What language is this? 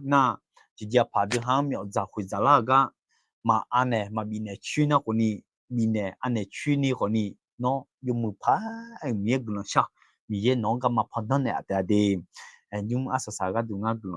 Akha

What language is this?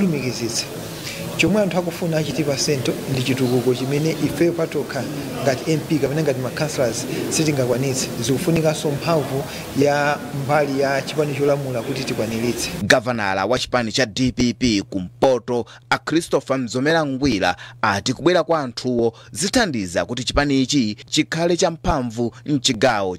Nyanja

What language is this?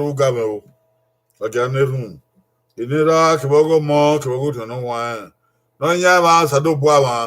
Bini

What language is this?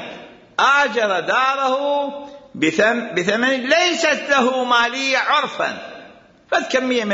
Mesopotamian Arabic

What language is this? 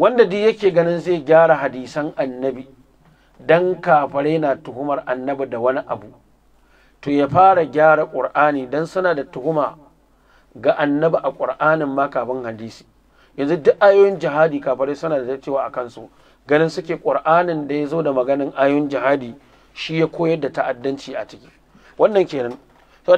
Hausa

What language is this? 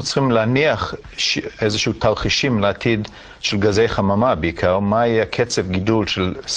Hebrew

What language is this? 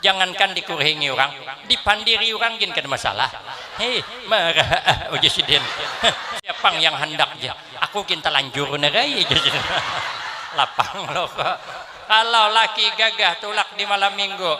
Banjar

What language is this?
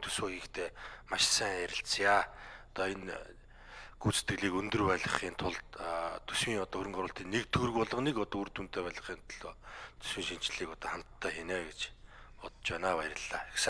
Mongolian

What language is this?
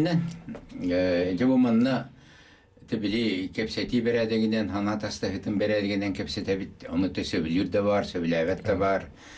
Yakut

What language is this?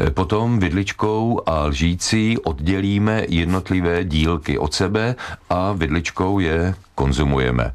Czech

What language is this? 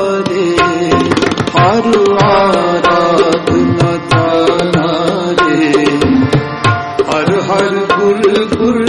Hindi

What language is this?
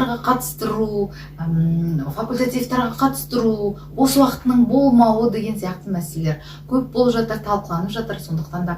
Kazakh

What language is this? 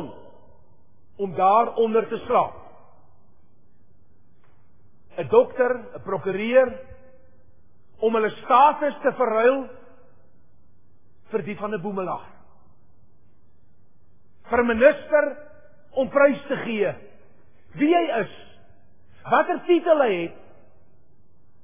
Afrikaans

